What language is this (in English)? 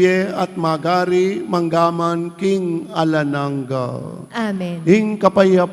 Pampanga